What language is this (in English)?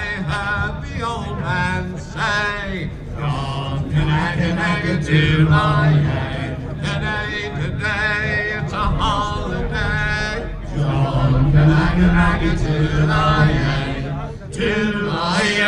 Western Frisian